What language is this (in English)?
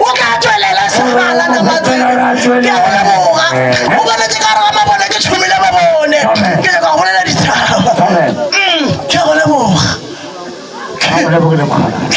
Northern Sotho